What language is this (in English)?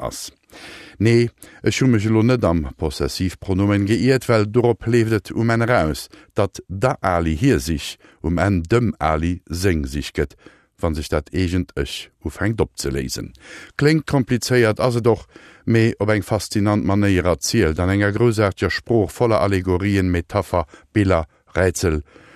Luxembourgish